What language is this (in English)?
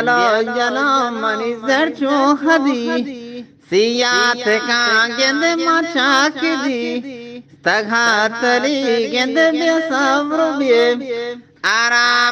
Eastern Balochi